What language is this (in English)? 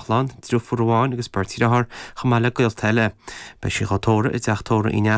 Irish